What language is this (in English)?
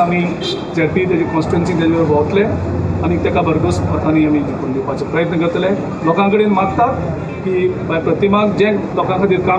Konkani